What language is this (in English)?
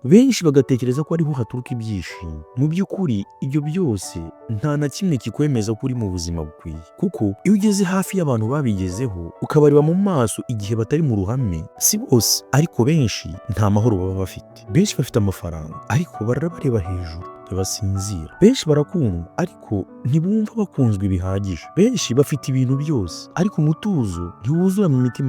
Kinyarwanda